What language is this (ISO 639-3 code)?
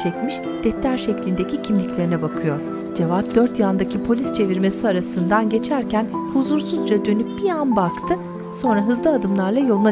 tur